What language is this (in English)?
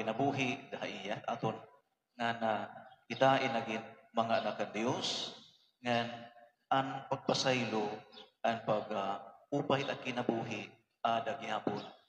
Waray